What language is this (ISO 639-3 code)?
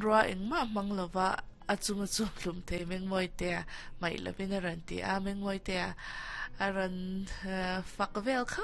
lus